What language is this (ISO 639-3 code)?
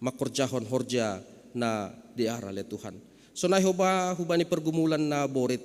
bts